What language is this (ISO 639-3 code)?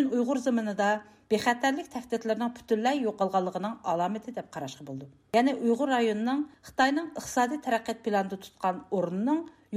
uig